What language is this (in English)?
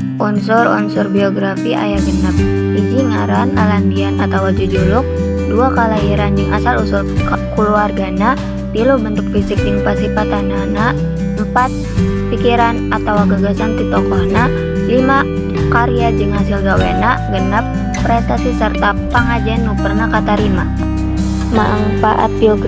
Sundanese